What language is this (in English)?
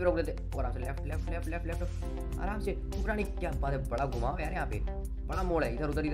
Hindi